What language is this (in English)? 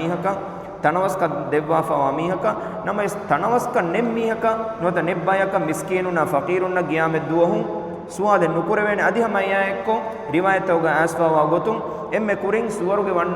Divehi